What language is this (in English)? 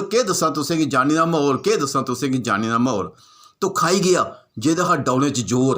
Dogri